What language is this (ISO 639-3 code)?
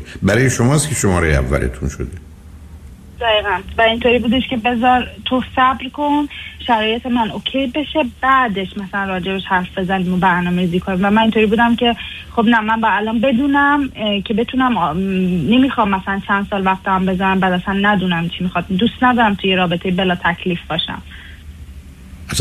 fas